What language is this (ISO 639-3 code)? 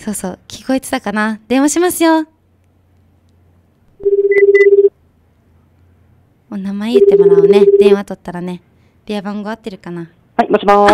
jpn